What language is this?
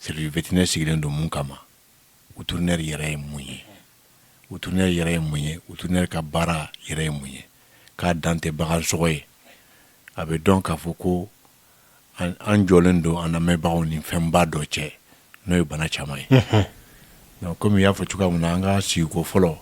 Bambara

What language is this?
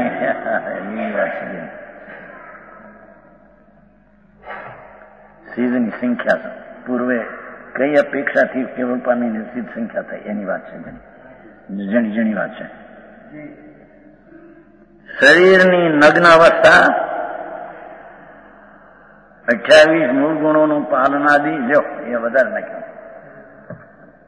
Gujarati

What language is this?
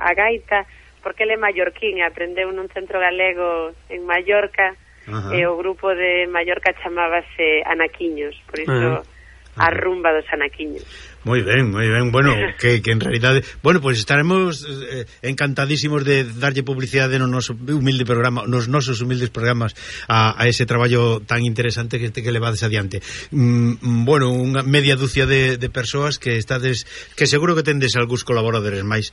Galician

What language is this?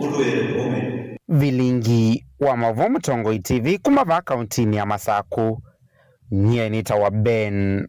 Kamba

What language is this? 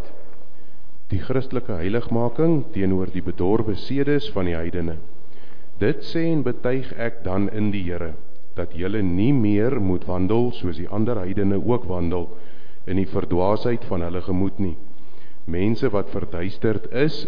Afrikaans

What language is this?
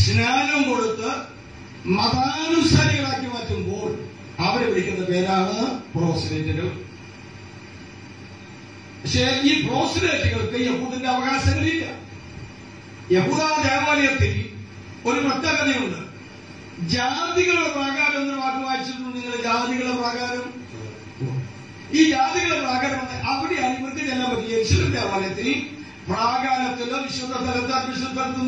Malayalam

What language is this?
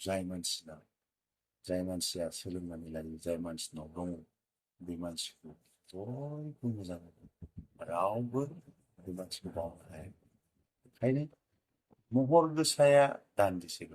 Bodo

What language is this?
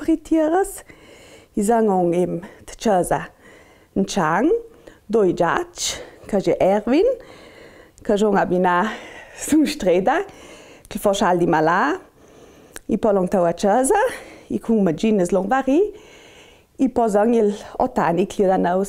Ladin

